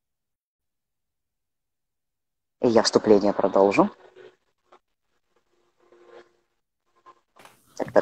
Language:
Russian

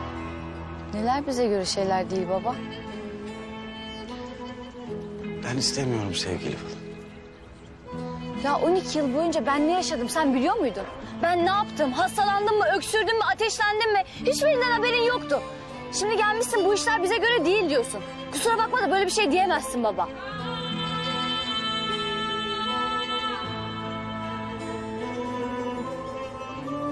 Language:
Turkish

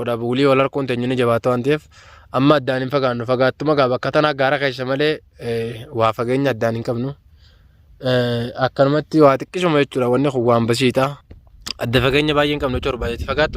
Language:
Oromo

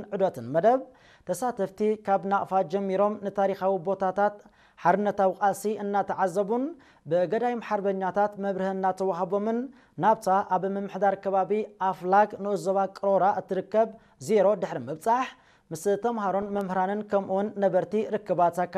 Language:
Tigrinya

